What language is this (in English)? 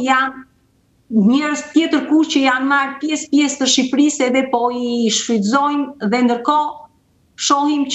Albanian